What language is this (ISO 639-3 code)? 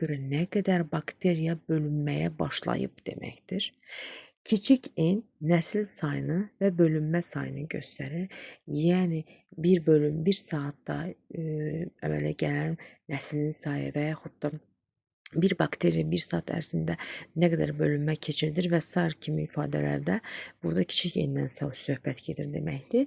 aze